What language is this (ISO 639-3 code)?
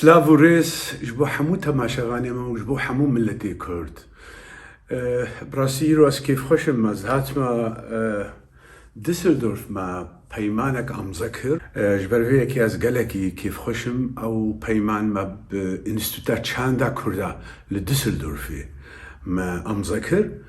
kur